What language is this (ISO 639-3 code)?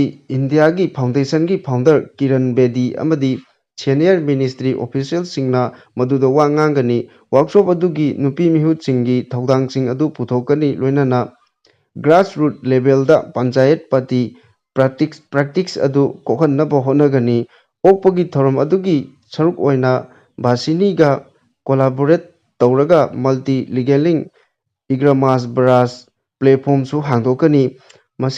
mni